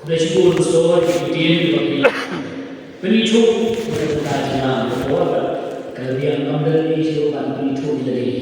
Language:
Khasi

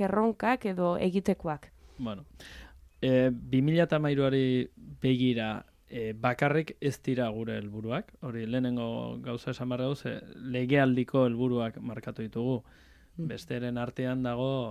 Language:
Basque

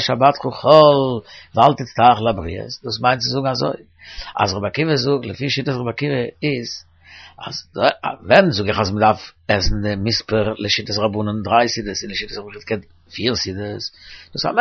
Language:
Yiddish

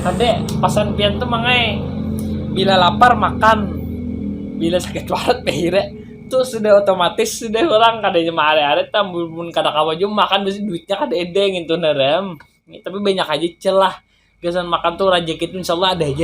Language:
Banjar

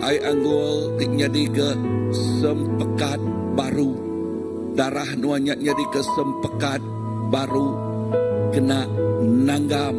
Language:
Iban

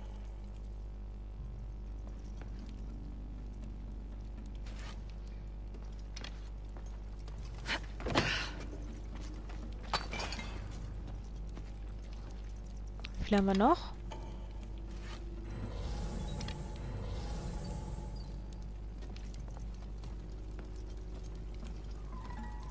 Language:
German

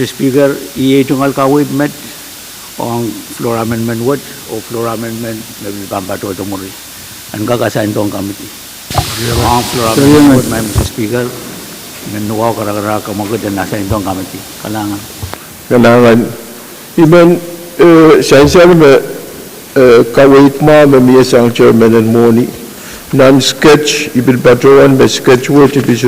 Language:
Pohnpeian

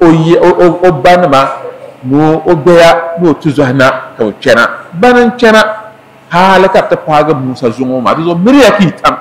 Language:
Dagbani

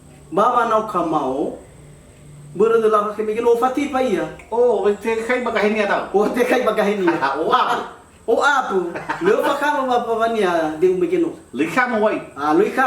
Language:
Nias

